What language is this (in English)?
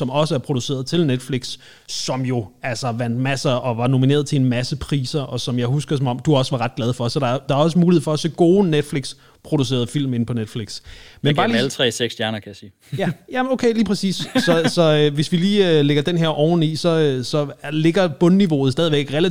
Danish